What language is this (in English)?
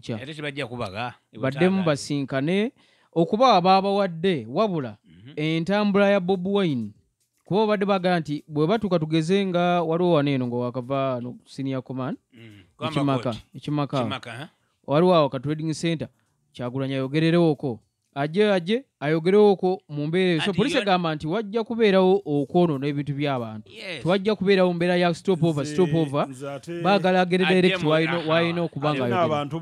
Ganda